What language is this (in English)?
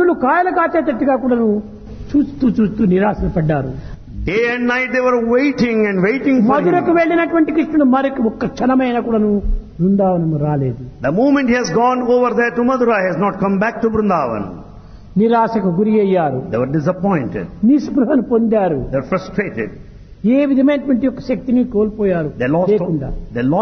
Telugu